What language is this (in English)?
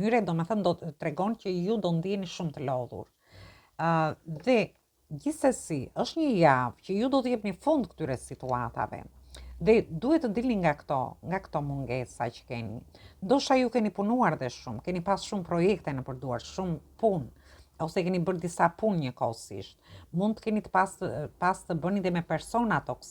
Albanian